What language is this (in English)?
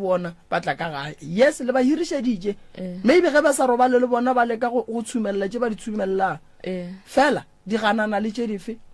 Northern Sotho